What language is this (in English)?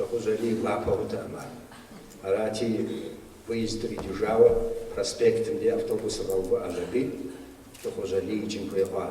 Kabardian